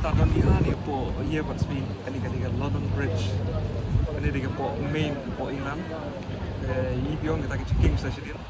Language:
Khasi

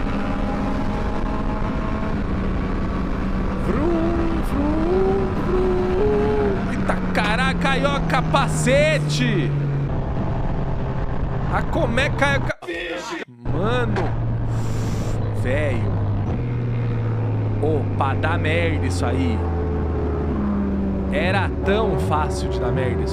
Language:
Portuguese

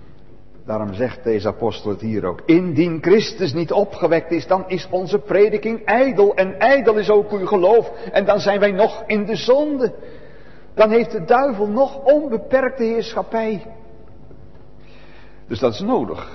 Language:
Dutch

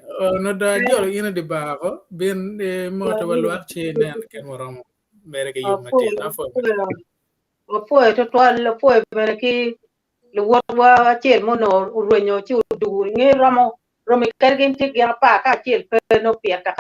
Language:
Acoli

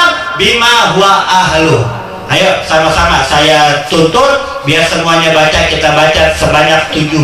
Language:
Indonesian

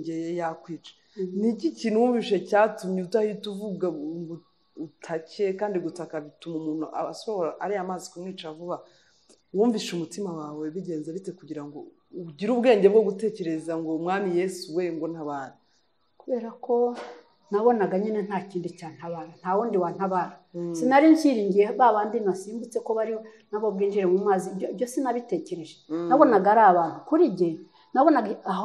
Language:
Kinyarwanda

